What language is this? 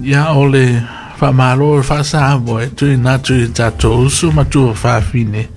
Samoan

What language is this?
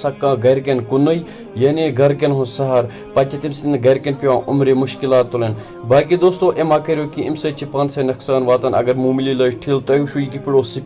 Kashmiri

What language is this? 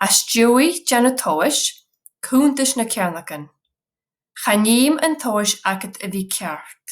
Scottish Gaelic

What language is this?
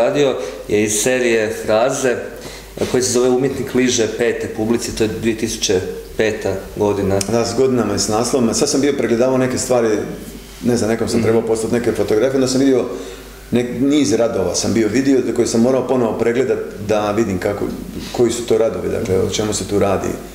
Croatian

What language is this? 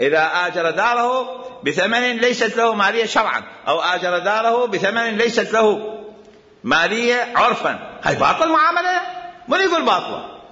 Mesopotamian Arabic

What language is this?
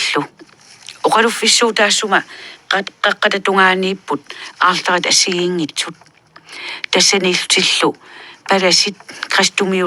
Kalaallisut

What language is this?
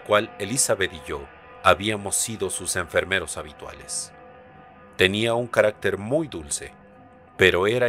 Spanish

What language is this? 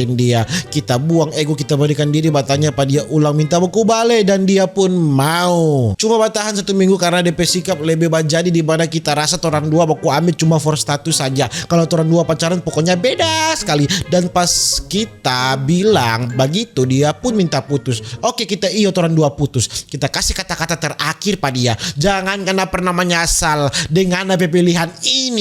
Manado Malay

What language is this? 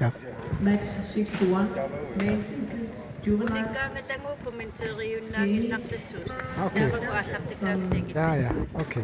Kalaallisut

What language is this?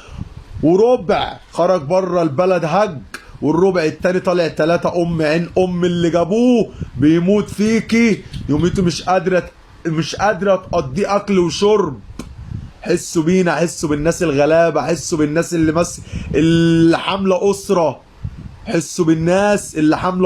Egyptian Arabic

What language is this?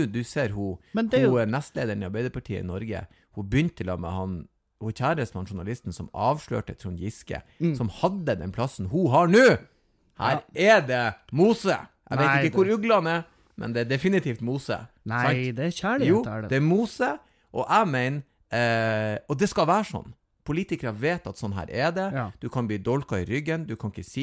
Norwegian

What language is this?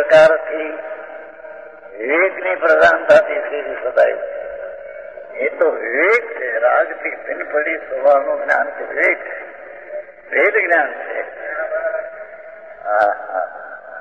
Gujarati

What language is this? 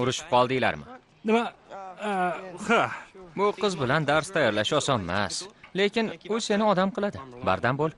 Uzbek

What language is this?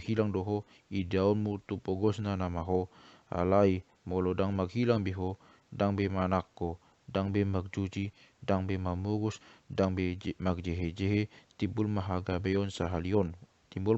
Batak Toba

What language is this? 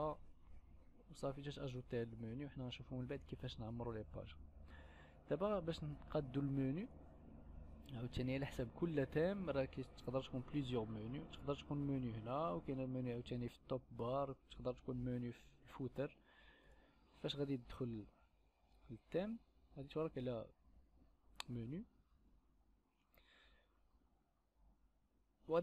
Moroccan Arabic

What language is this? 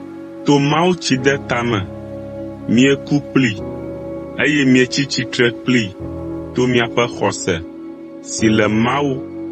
Ewe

